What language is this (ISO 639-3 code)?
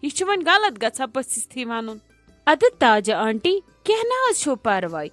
kas